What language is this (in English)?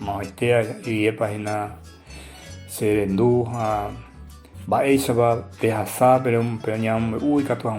Guarani